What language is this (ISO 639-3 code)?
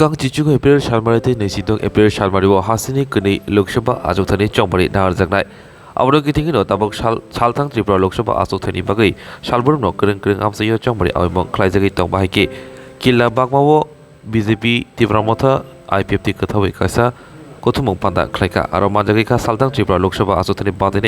trp